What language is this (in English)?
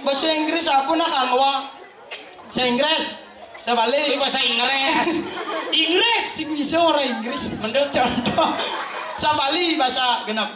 Balinese